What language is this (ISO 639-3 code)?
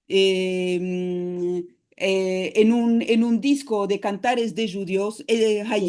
lad